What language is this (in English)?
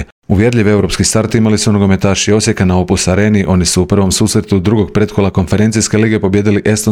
Croatian